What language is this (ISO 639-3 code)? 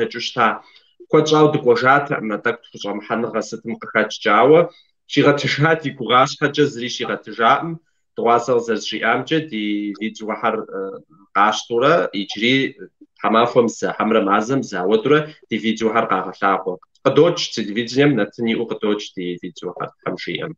kbd